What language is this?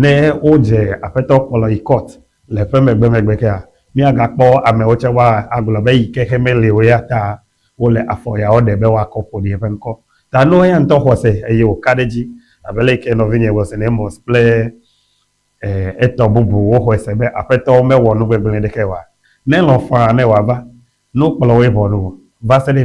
Ewe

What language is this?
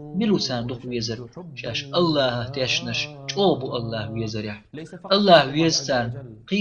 Chechen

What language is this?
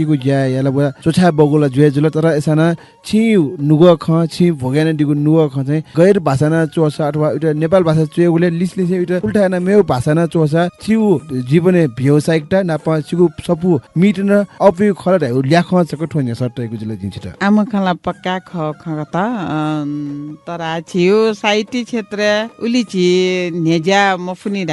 Newari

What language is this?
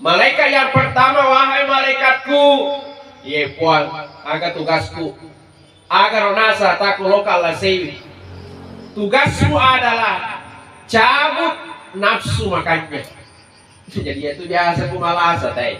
Buginese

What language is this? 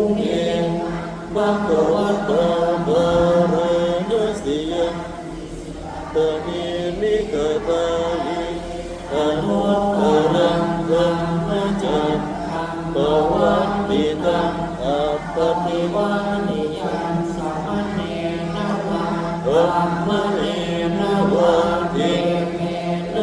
Pali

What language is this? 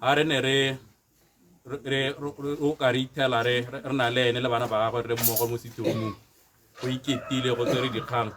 Tswana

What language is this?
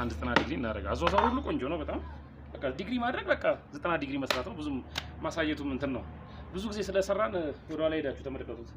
Amharic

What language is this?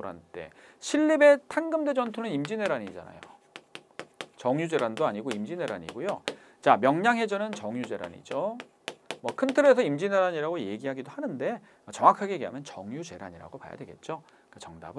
Korean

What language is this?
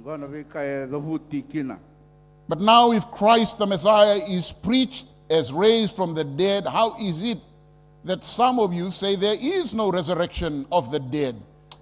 Fijian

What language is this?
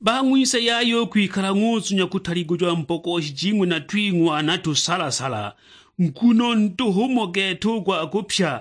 Sukuma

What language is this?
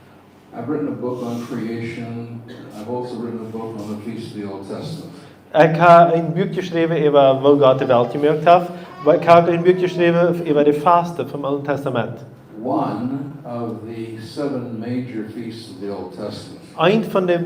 Plautdietsch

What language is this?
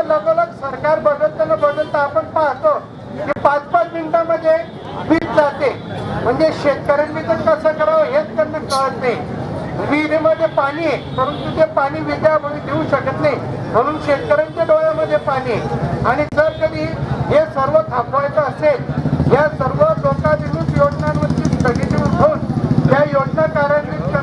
Marathi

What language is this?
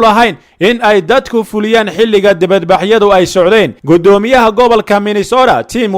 Somali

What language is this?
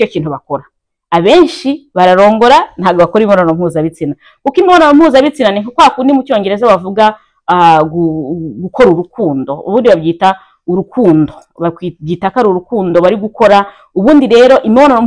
Kinyarwanda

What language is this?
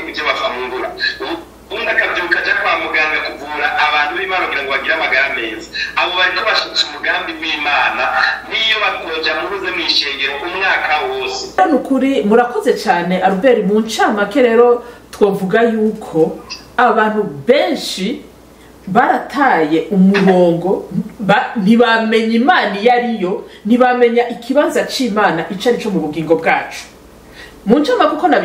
Rundi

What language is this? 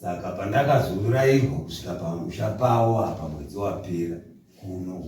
Shona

